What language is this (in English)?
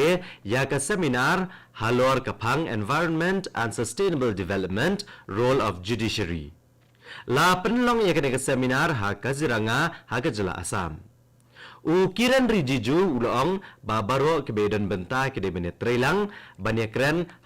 Khasi